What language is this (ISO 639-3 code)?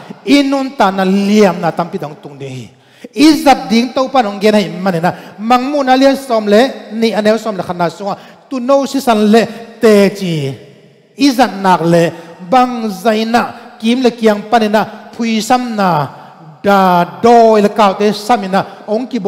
ctd